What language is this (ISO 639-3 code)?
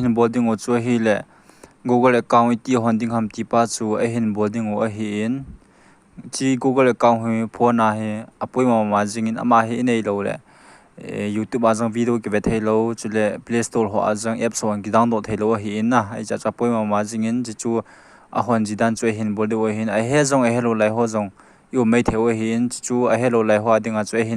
tcz